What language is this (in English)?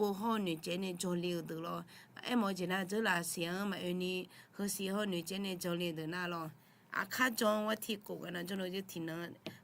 Akha